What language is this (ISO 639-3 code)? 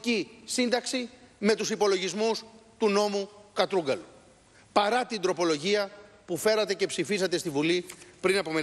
ell